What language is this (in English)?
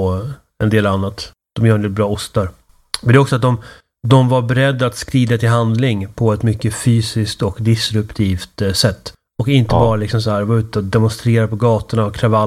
Swedish